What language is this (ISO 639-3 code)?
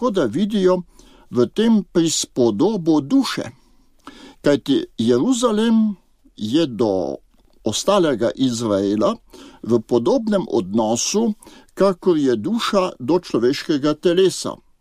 slv